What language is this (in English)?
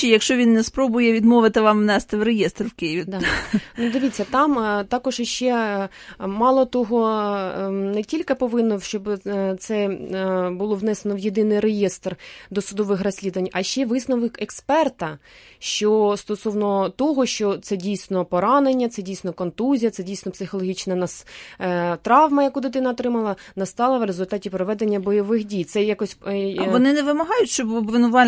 Ukrainian